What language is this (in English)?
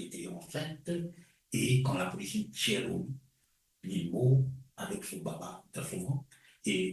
Morisyen